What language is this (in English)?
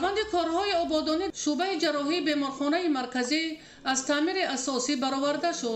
Tajik